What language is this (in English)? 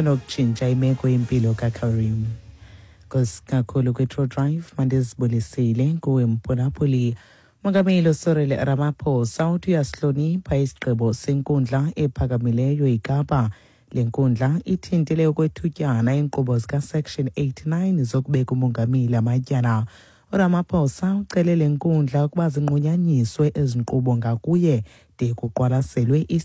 Xhosa